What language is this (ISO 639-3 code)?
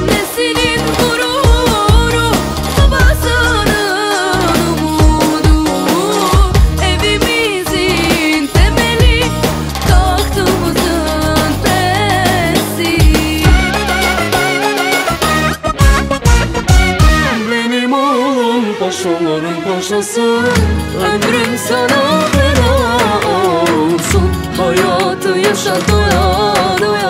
tur